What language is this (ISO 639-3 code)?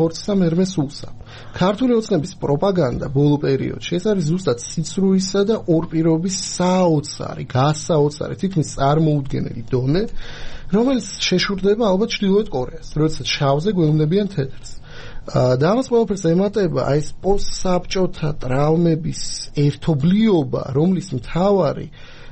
kat